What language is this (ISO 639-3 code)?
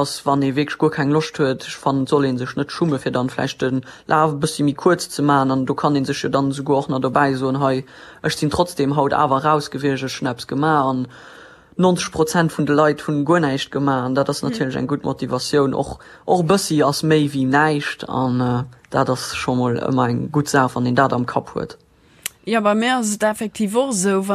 ltz